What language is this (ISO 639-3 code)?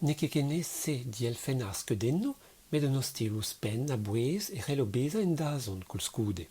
bre